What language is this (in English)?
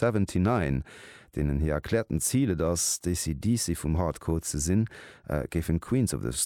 Luxembourgish